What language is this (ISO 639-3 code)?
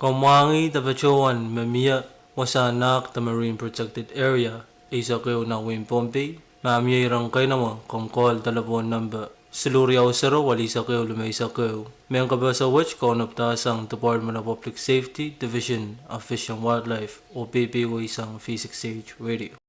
pon